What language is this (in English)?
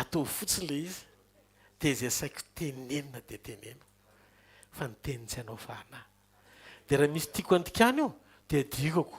Malagasy